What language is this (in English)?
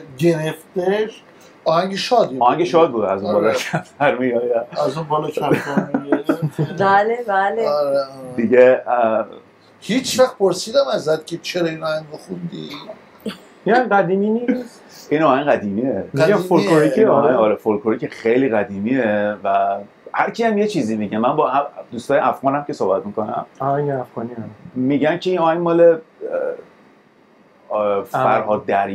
Persian